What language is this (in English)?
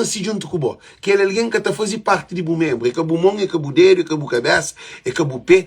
Kabuverdianu